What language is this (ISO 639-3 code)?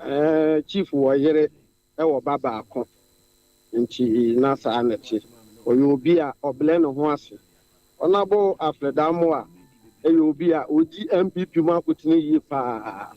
aka